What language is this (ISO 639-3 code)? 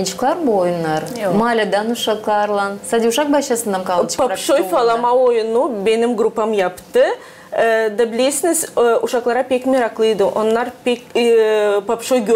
gag